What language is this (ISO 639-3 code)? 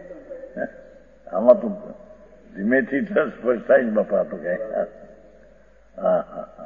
guj